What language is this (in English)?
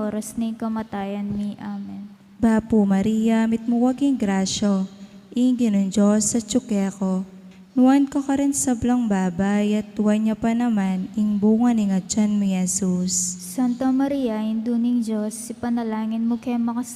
Pampanga